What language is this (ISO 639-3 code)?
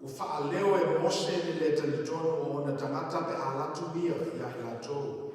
smo